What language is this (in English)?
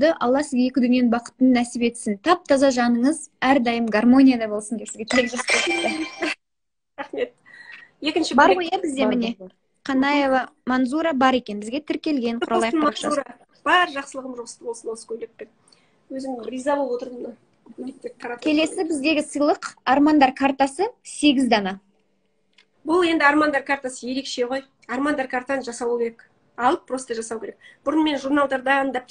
Kazakh